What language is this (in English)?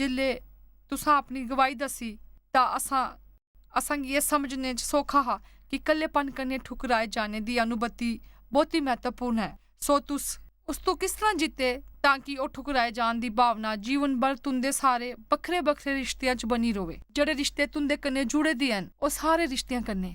Dogri